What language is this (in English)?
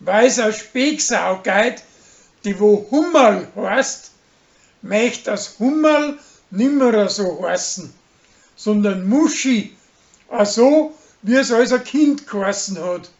Bavarian